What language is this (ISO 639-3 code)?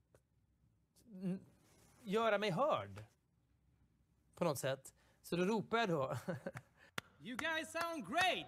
swe